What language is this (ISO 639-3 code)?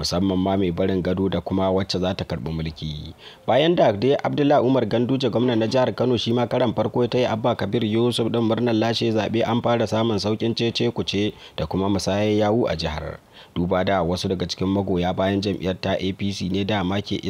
hau